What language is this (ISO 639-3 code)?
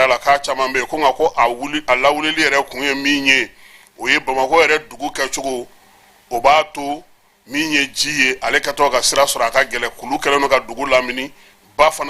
bam